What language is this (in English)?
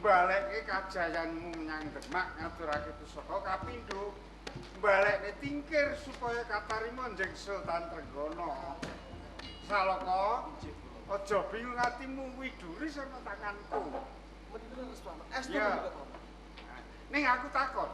Javanese